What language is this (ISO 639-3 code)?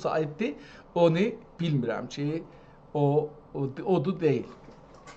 azb